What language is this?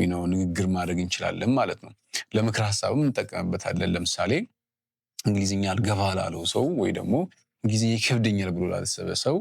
Amharic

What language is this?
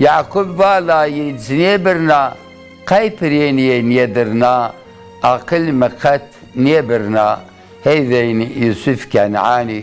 Zaza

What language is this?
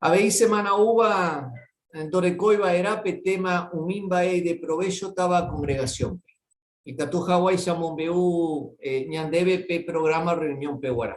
Guarani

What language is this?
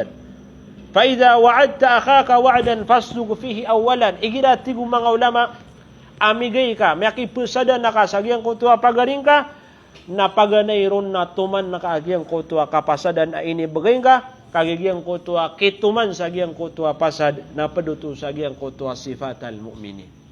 Maranao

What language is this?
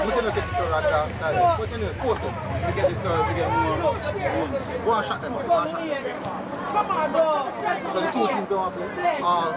Jamaican Creole English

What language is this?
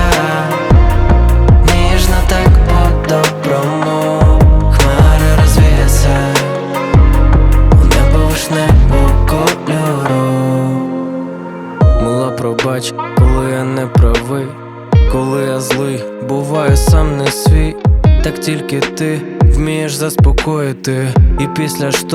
Ukrainian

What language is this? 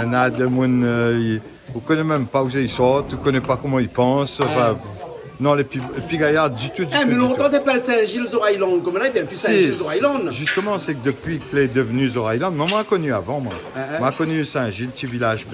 Réunion Creole French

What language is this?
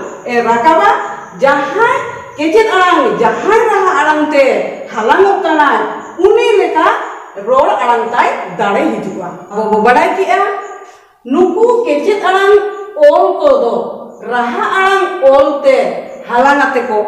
Santali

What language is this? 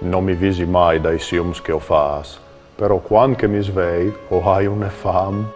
Friulian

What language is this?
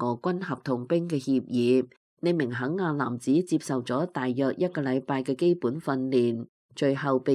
Cantonese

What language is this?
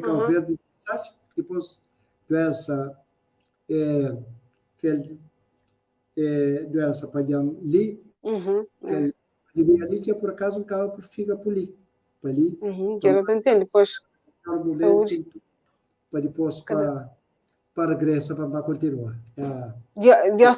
Kabuverdianu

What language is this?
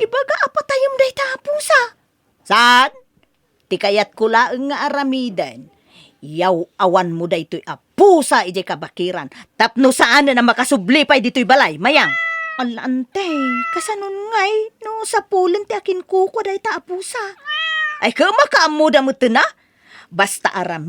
Iloko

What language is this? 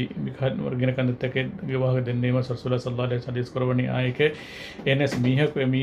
Divehi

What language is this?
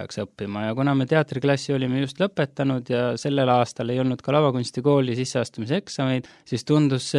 Estonian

